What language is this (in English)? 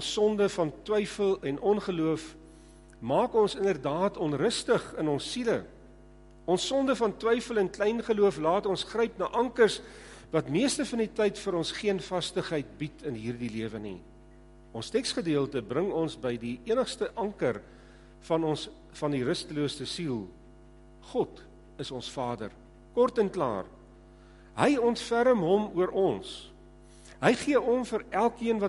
Afrikaans